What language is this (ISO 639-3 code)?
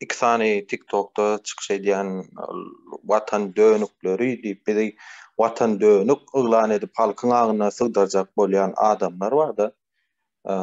tuk